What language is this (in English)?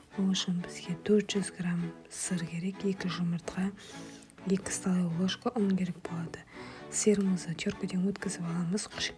Kazakh